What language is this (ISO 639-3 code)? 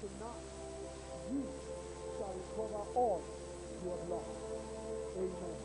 ewe